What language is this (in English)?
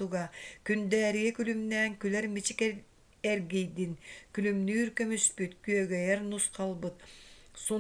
Yakut